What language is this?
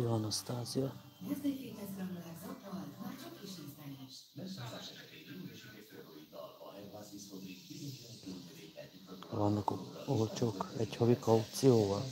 Hungarian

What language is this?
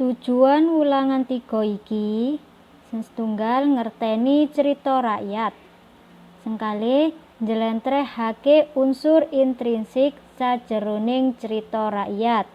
Javanese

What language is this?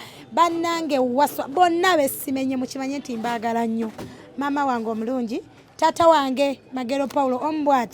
Ganda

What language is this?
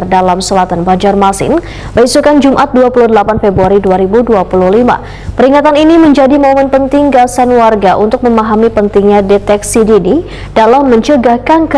Banjar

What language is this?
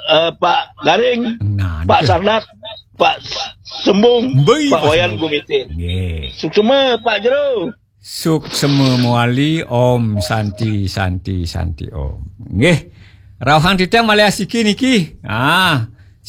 Balinese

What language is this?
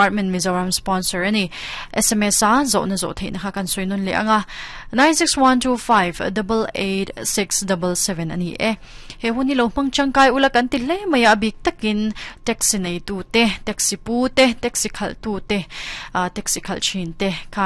Mizo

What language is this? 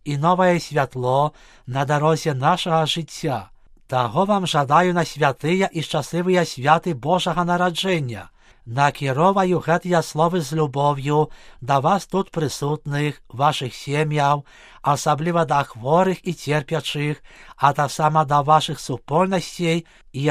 Belarusian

